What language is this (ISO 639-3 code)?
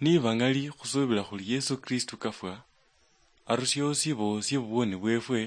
luy